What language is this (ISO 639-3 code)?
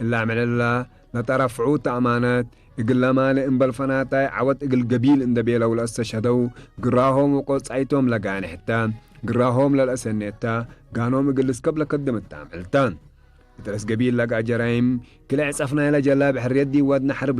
tig